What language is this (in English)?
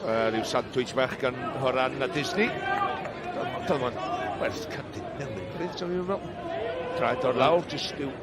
Welsh